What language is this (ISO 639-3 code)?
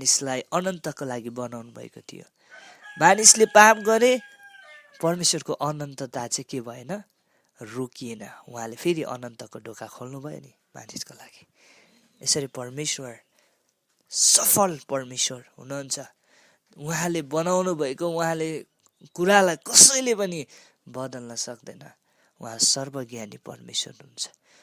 nep